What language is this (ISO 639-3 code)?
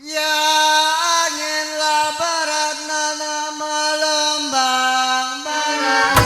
bew